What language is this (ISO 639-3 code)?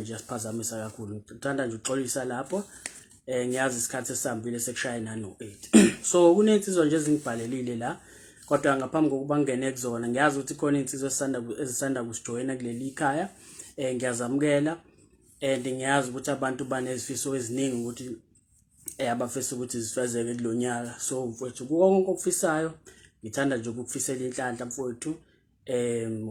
zul